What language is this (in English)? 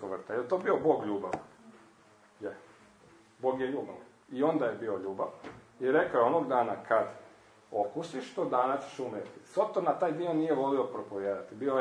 Croatian